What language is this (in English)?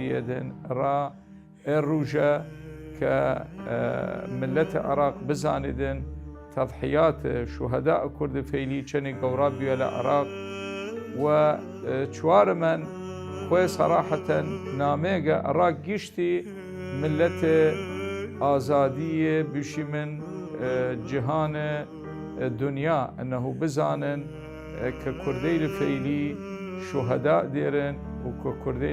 Southern Kurdish